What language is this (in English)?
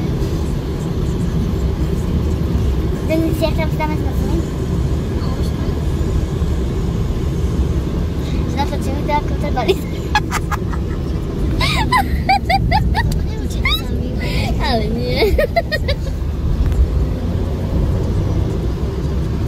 Slovak